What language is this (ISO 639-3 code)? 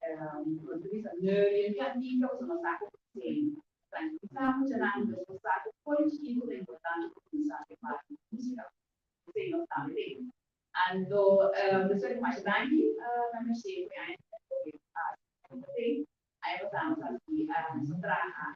pap